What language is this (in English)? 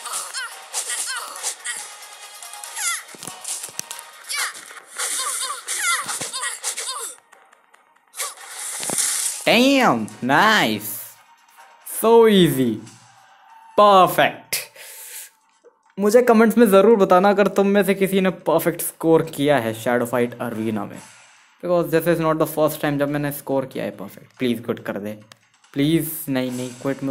Hindi